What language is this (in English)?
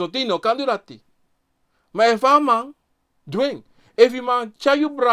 Sranan Tongo